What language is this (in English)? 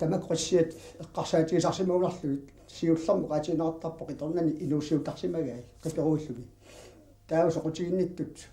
Kalaallisut